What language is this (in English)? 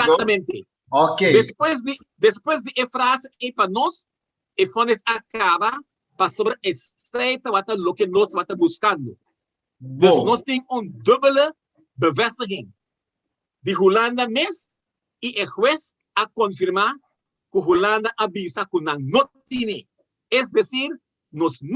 Papiamento